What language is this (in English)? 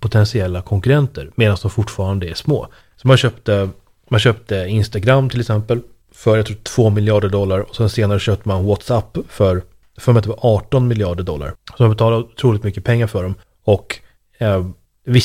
Swedish